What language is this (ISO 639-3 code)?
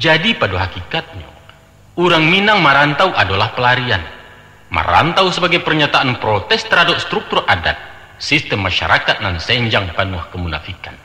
min